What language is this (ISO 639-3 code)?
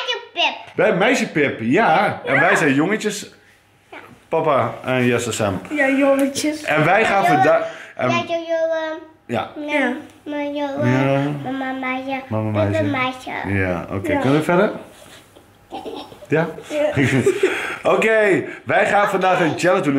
nld